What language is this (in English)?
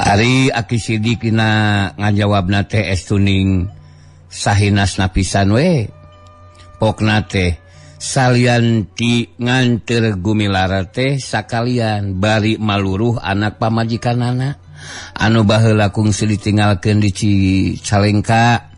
Sundanese